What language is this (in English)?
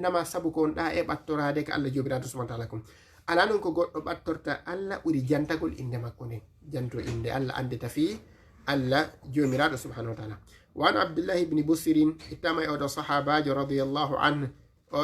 Fula